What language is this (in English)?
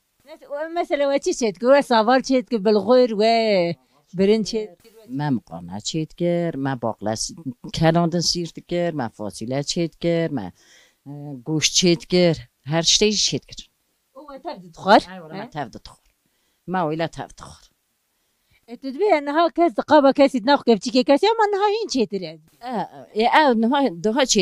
Kurdish